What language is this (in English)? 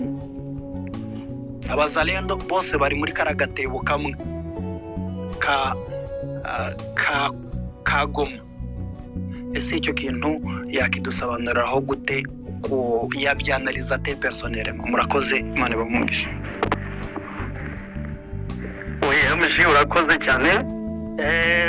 Kinyarwanda